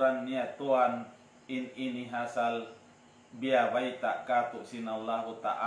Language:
Tausug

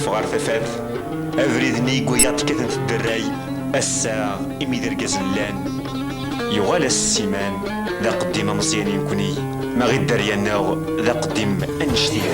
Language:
Kabyle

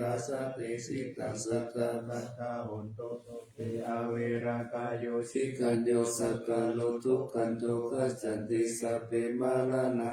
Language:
Pali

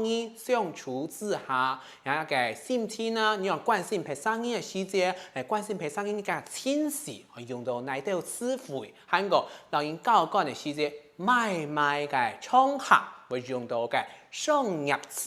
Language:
Hakka Chinese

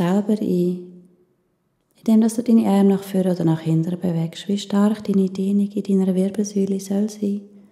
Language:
Swiss German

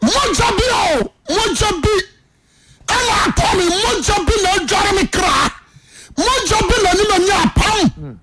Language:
Akan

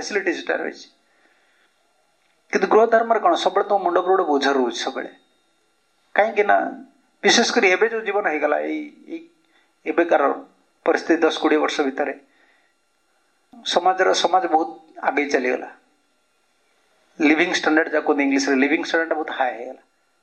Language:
Odia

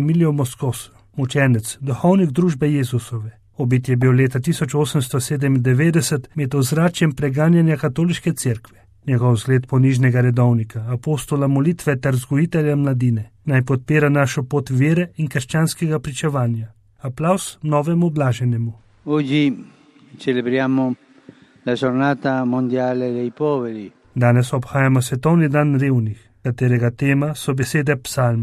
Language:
Slovenian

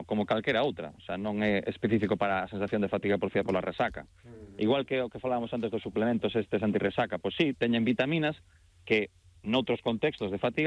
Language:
Galician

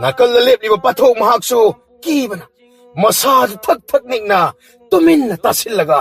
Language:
Manipuri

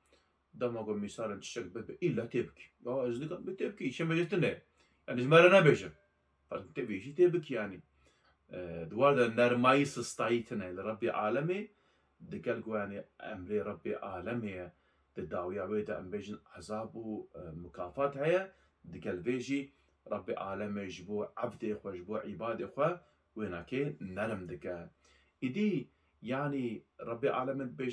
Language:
Kurdish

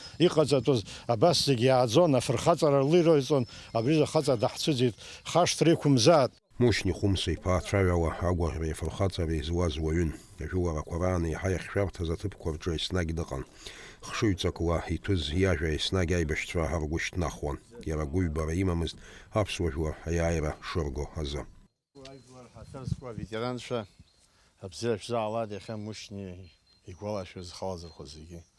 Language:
Abkhazian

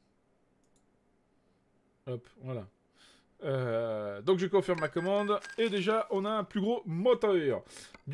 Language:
French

